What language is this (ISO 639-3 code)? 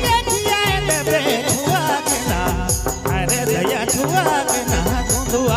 sck